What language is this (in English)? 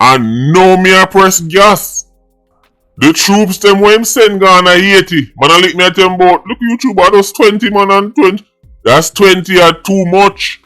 Jamaican Creole English